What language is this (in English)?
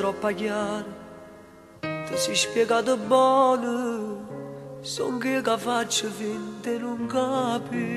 Neapolitan